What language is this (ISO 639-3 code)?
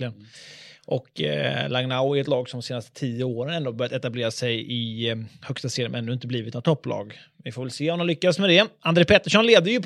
swe